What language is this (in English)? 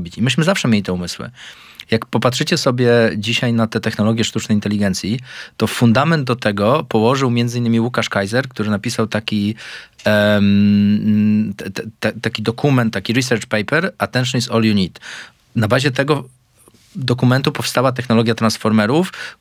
Polish